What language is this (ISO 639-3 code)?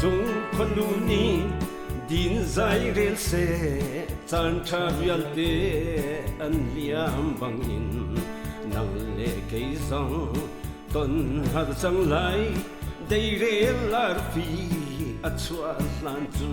cnh